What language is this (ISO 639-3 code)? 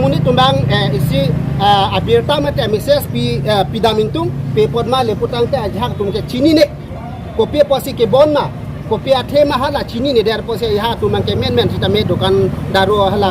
mjw